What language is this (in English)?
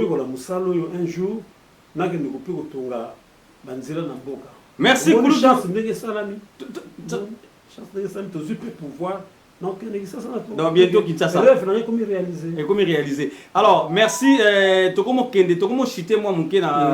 Lingala